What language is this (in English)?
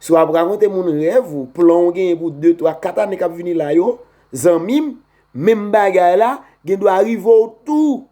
Haitian Creole